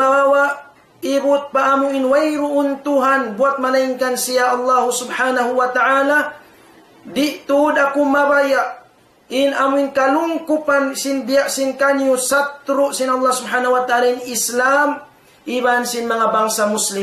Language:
Tausug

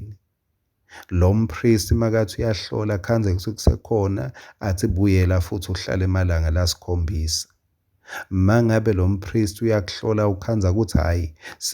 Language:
Swati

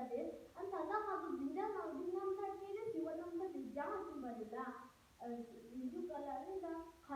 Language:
Tibetan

